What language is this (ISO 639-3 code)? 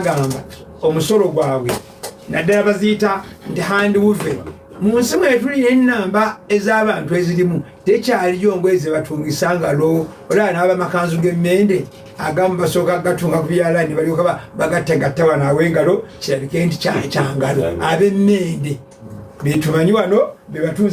lug